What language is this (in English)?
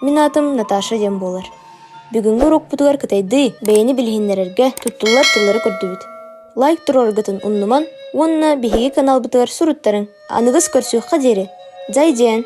Yakut